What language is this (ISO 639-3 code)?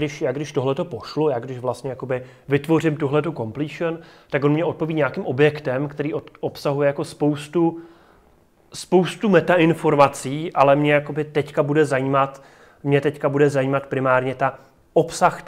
ces